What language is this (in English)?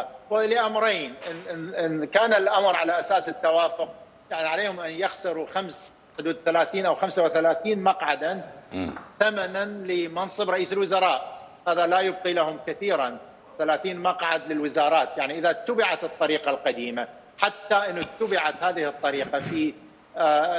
Mesopotamian Arabic